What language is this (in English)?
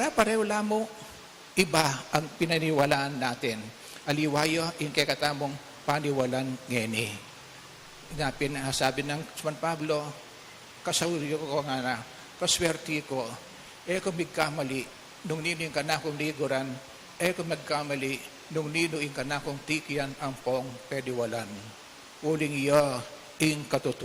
Pampanga